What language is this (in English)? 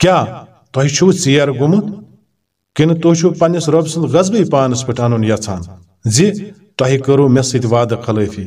Kashmiri